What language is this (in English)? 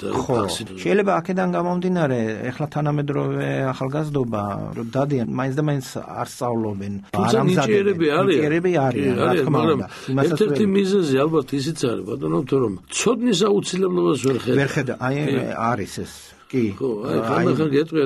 Georgian